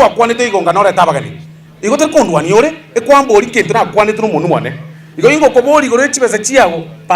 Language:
Gusii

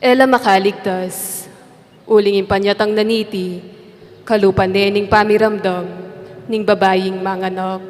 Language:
Pampanga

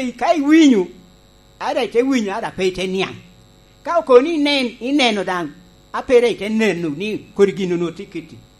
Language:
Lango (Uganda)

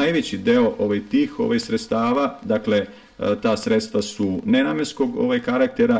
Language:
Serbian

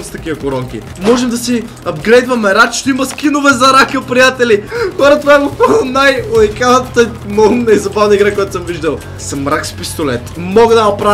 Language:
Bulgarian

